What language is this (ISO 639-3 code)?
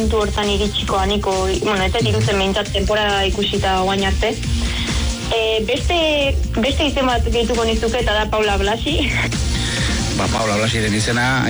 eus